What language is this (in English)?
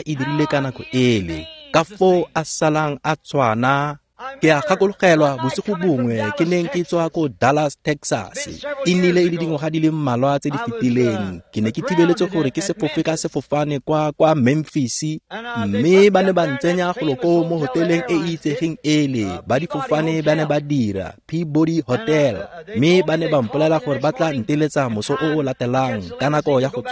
Tswana